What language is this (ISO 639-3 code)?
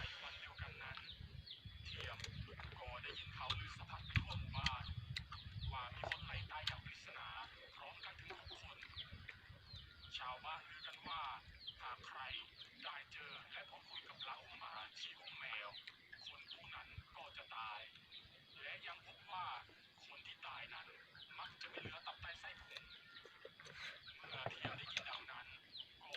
lao